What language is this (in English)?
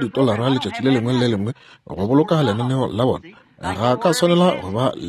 Northern Sotho